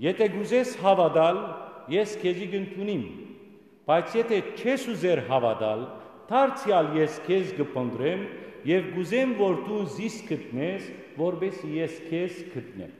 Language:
Western Armenian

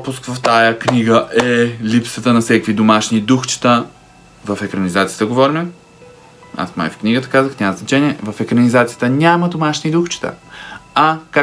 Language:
Bulgarian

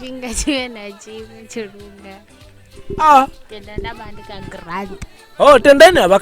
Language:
Venda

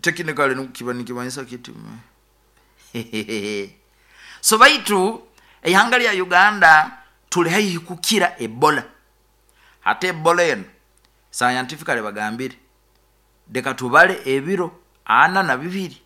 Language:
Nyoro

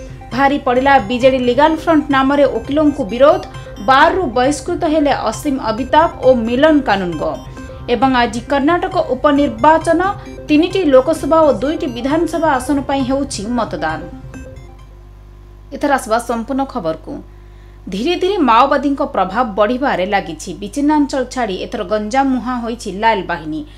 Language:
Odia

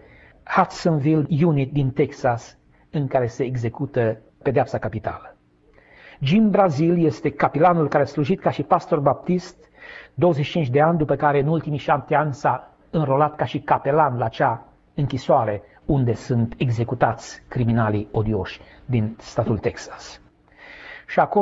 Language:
Romanian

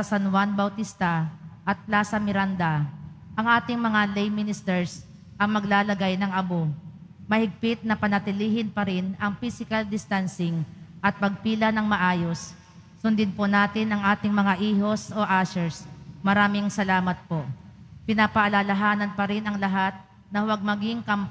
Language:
Filipino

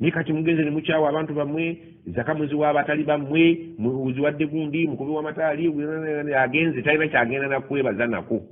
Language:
Ganda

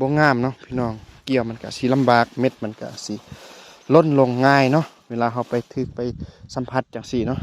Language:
Lao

